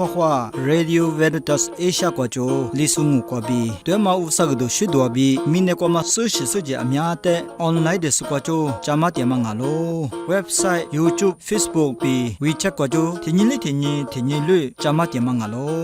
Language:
Lisu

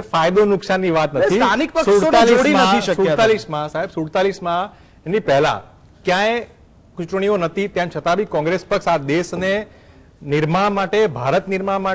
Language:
Gujarati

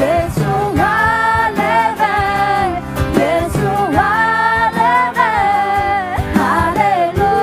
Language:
Akha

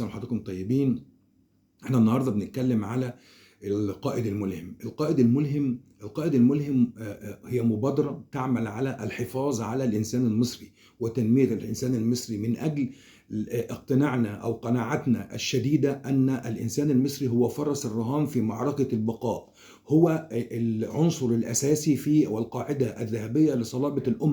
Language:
Egyptian Arabic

